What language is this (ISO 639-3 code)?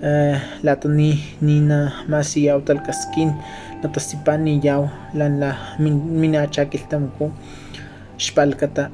tos